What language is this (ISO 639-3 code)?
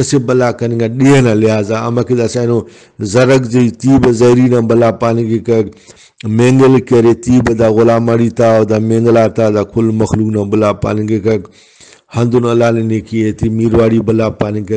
brh